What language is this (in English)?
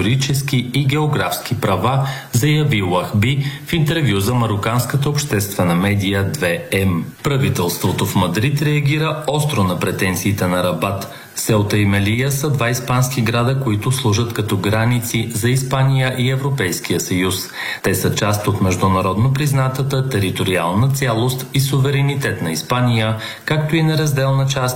Bulgarian